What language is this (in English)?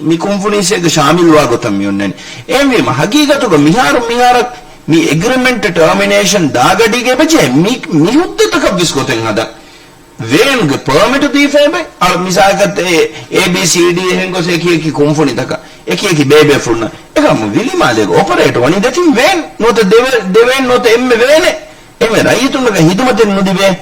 Divehi